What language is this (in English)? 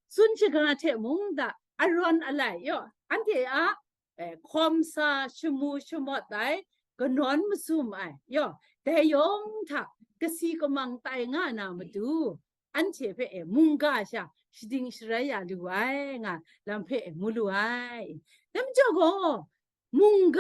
Kachin